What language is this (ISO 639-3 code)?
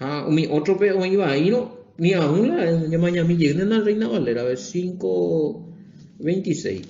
grn